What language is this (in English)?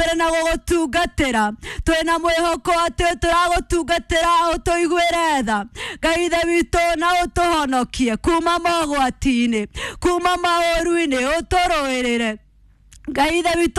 Kikuyu